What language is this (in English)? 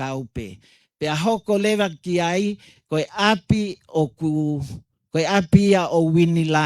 Tongan